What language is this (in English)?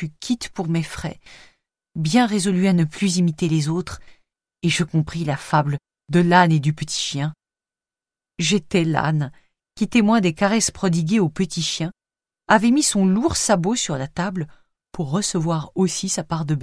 French